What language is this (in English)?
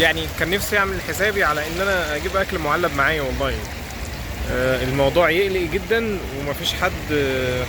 Egyptian Arabic